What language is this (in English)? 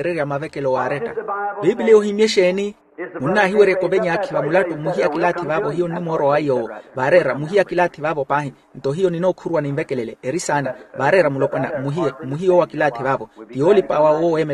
Makhuwa